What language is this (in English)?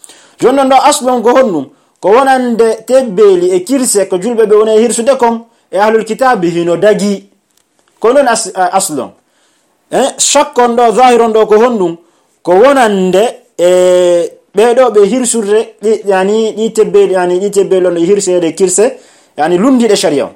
Fula